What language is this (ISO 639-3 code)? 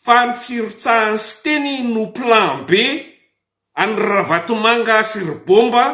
mlg